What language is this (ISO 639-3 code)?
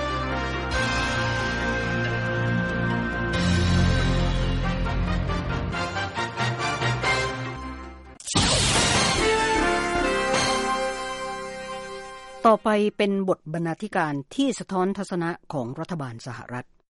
tha